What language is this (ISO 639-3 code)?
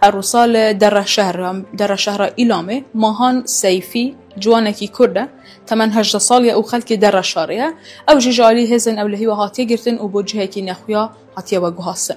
kur